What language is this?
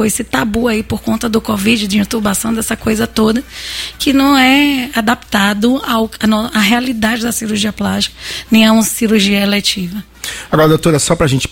Portuguese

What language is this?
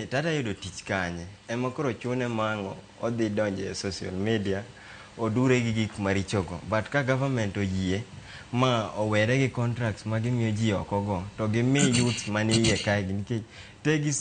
Luo (Kenya and Tanzania)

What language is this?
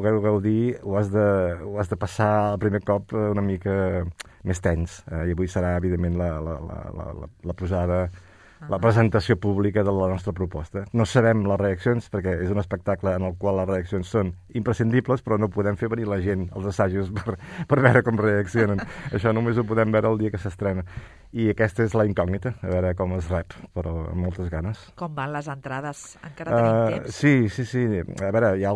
Catalan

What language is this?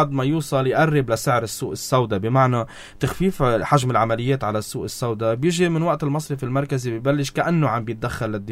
North Levantine Arabic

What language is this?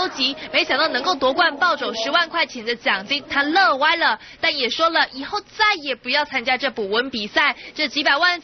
Chinese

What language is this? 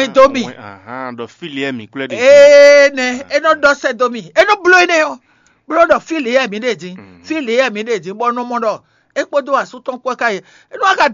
Fon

